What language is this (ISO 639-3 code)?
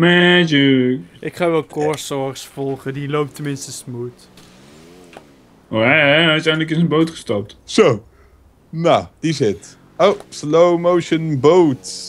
nld